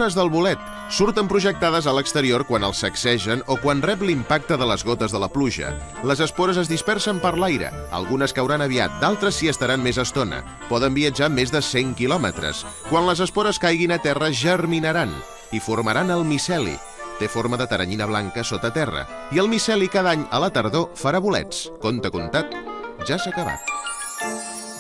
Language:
Catalan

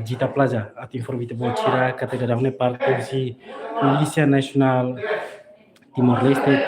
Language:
Tetum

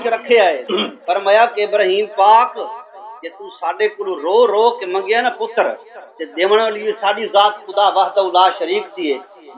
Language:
Saraiki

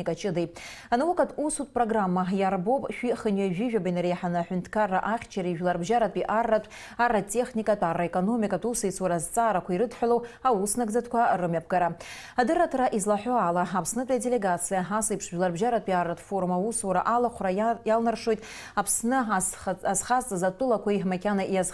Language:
Abkhazian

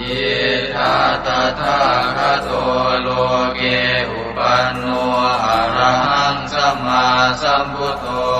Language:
Pali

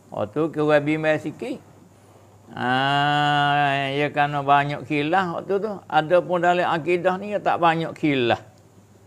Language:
Malay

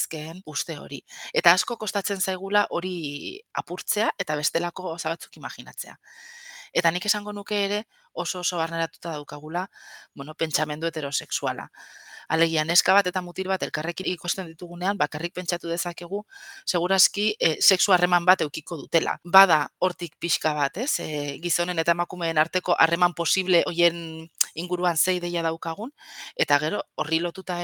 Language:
Basque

